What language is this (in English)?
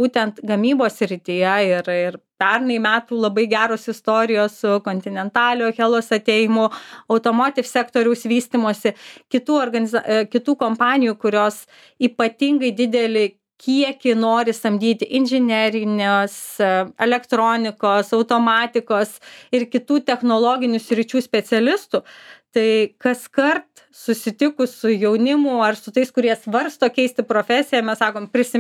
Lithuanian